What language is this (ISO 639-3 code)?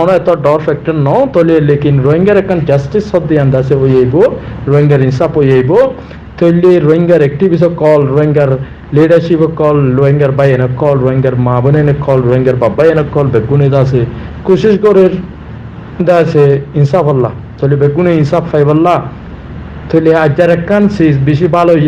rhg